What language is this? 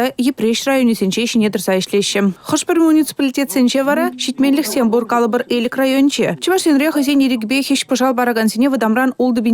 Chuvash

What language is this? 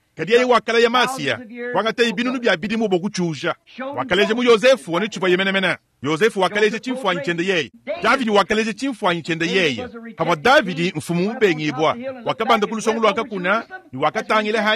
Luba-Lulua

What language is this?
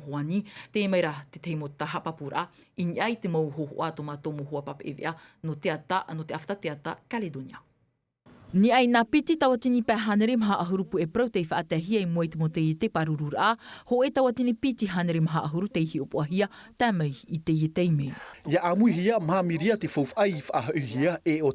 Tahitian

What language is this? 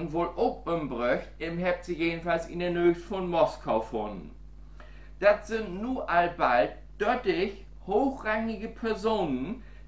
Low German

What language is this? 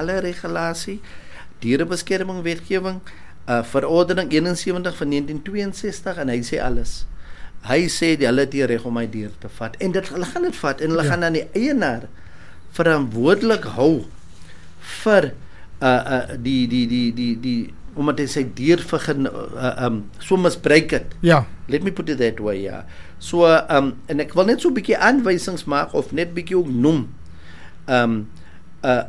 Afrikaans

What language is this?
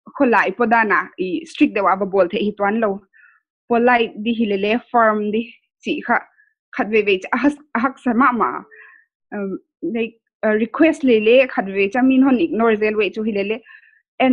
Paite Chin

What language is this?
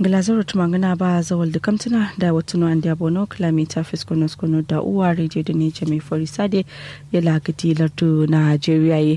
Kanuri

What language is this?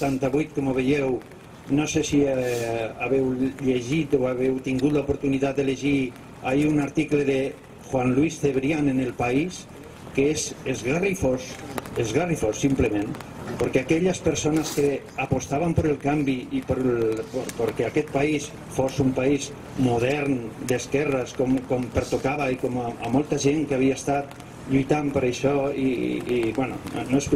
Catalan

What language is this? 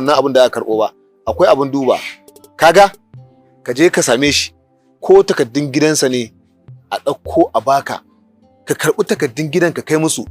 Hausa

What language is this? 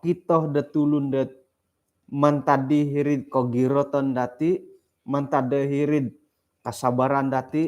Central Dusun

